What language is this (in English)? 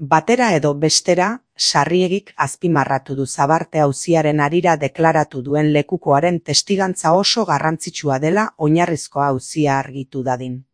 Basque